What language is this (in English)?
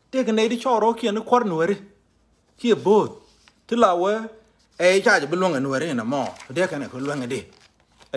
Nuer